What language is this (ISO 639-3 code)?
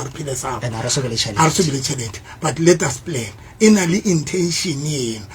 sot